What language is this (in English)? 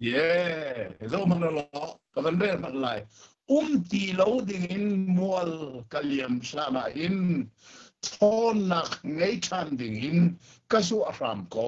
Hakha Chin